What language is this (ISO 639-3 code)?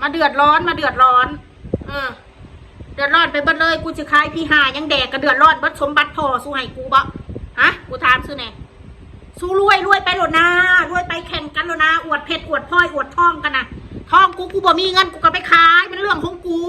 tts